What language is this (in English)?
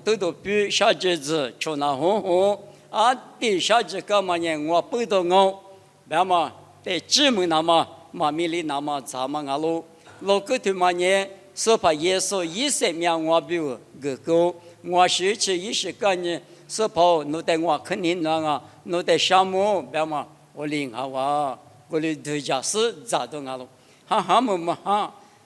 Lisu